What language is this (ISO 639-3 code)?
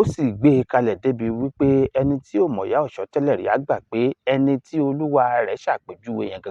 yor